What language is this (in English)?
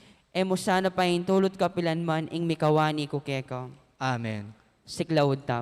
Pampanga